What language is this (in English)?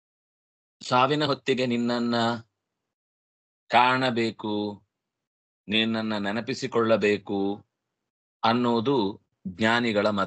Kannada